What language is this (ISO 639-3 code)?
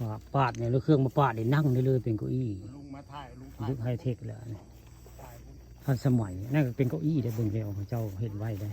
tts